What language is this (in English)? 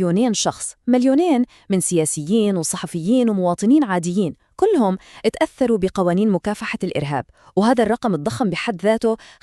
North Levantine Arabic